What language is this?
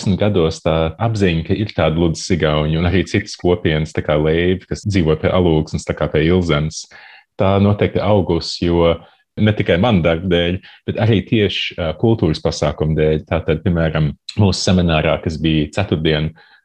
Latvian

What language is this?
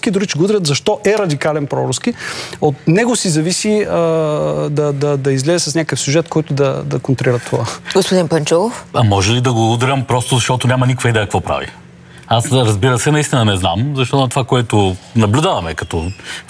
Bulgarian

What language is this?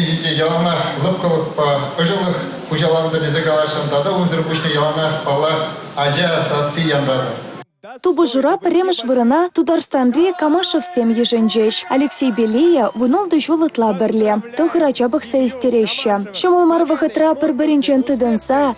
Chuvash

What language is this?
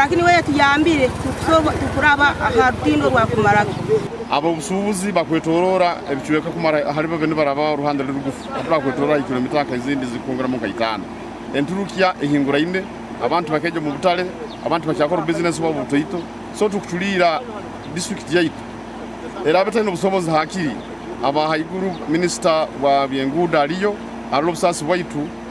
Nyankole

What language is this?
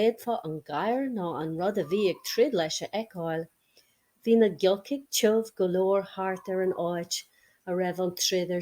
Irish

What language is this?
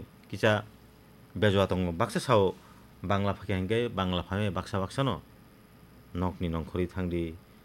Kok Borok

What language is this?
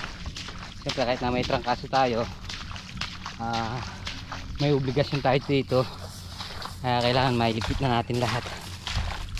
Filipino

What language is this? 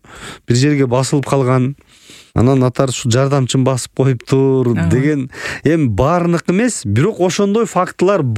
Kyrgyz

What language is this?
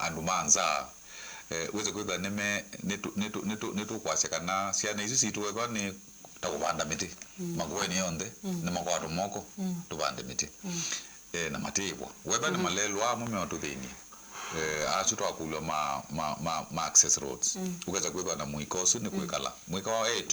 Kamba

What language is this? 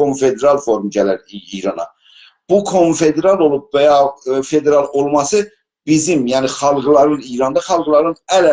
South Azerbaijani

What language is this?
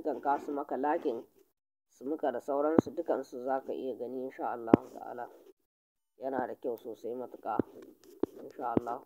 Hausa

